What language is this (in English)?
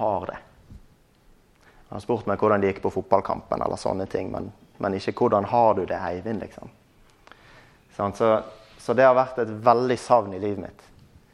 Norwegian